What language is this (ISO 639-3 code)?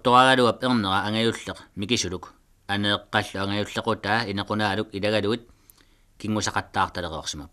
kal